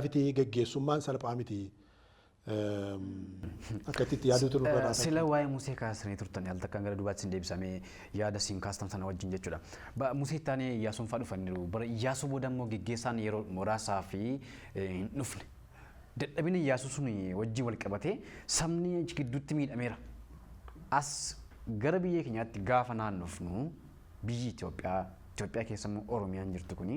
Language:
Oromo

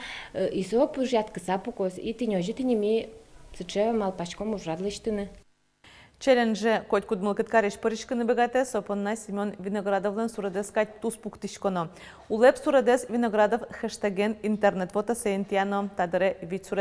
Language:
Udmurt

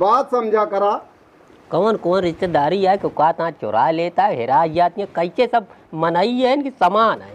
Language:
Awadhi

